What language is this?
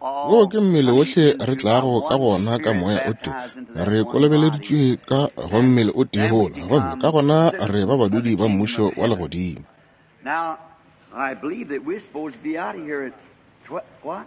Northern Sotho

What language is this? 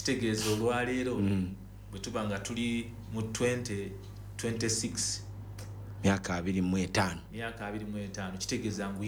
Ganda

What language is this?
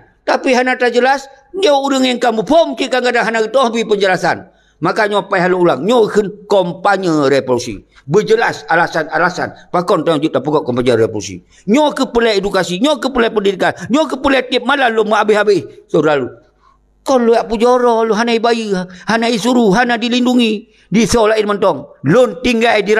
Achinese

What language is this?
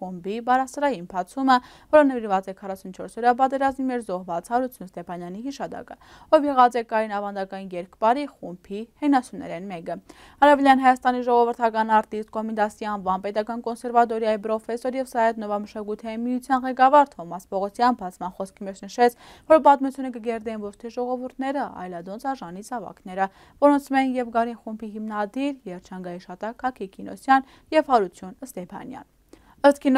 Armenian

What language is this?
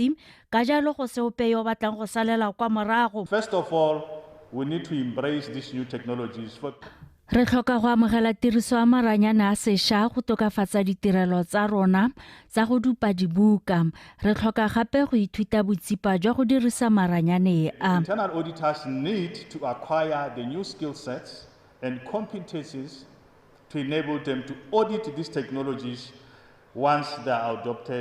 Tswana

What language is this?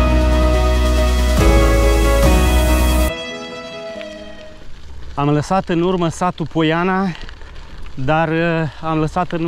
Romanian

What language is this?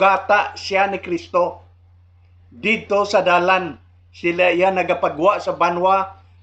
Hiligaynon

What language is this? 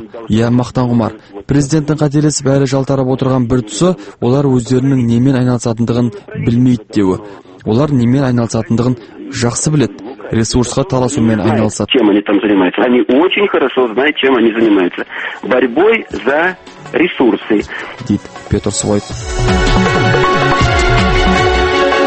Kazakh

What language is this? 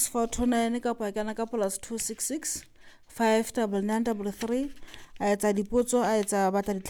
Southern Sotho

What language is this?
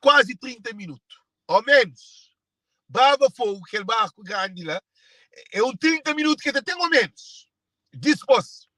Kabuverdianu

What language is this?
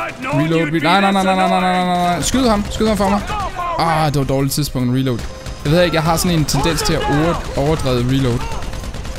Danish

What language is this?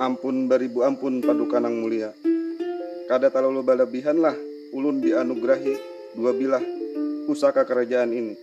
Banjar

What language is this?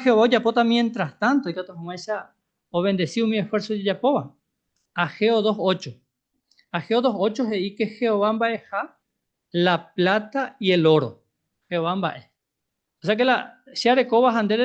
Guarani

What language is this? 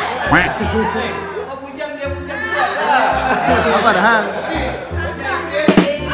Malay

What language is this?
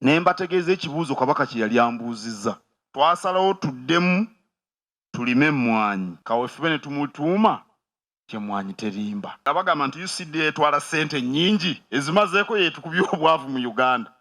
Soga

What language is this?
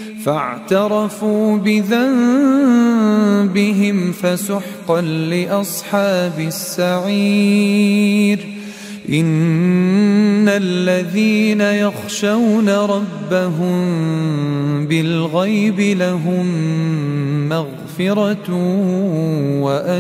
Arabic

